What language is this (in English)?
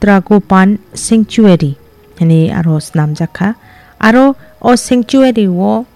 Kok Borok